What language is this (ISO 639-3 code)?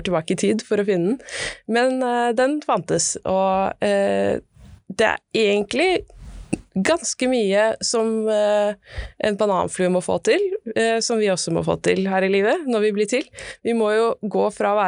nor